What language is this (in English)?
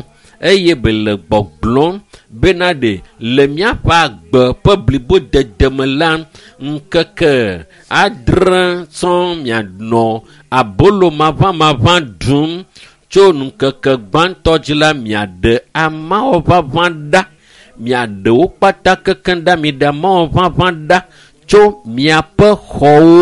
Ewe